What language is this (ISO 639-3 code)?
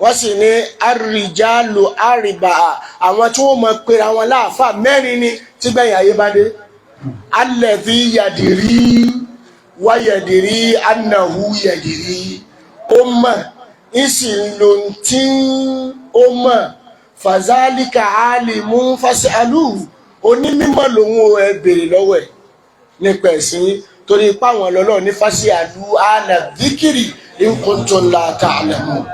yor